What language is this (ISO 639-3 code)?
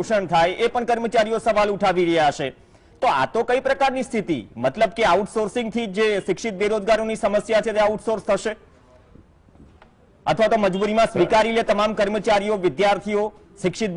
guj